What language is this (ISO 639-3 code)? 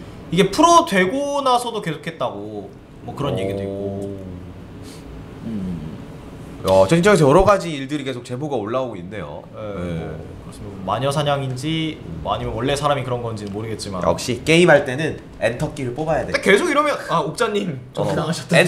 kor